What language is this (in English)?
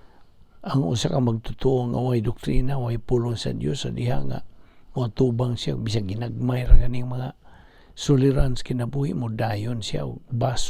Cebuano